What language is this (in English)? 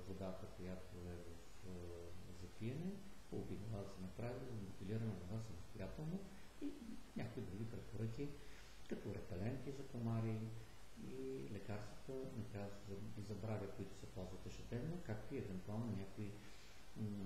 Bulgarian